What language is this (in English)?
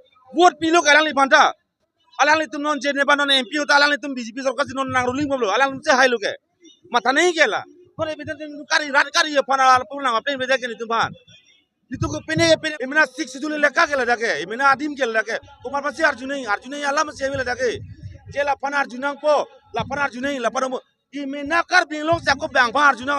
Karbi